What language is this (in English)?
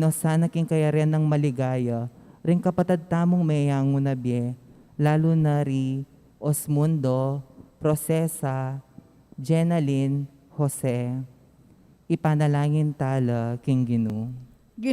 Pampanga